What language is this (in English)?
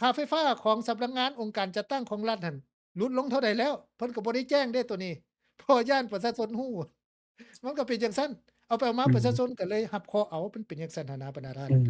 Lao